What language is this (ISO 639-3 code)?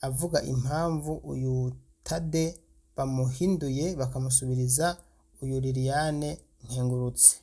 run